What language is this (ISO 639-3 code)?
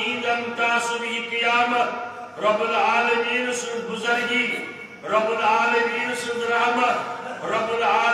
kas